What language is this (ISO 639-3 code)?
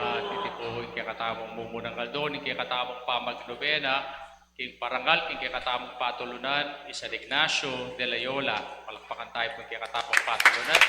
pam